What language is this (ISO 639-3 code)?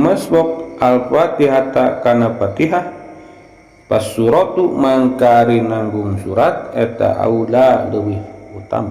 sun